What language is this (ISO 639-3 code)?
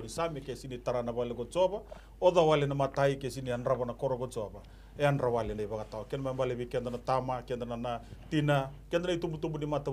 fij